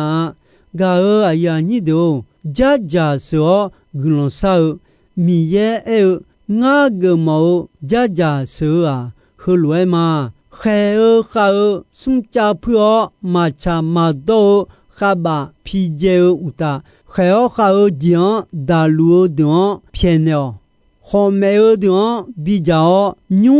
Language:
Akha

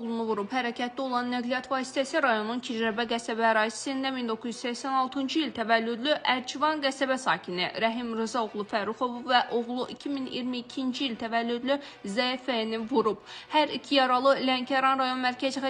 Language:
Azerbaijani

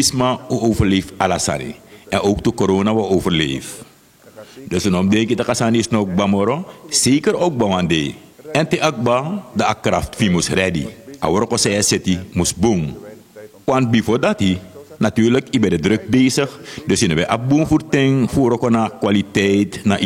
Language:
Sranan Tongo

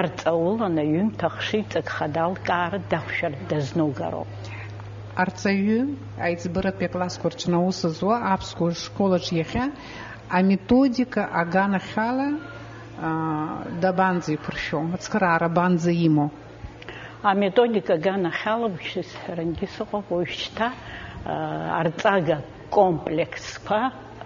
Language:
Abkhazian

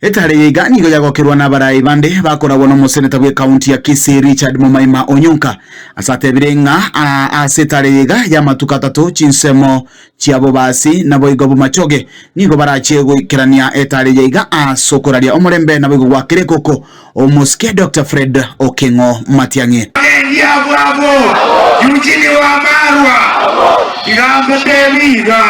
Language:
Gusii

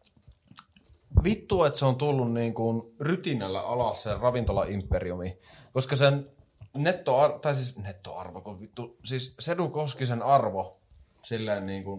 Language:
Finnish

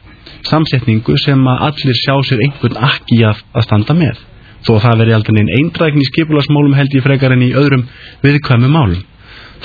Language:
Icelandic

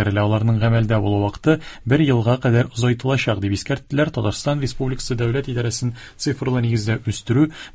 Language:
Tatar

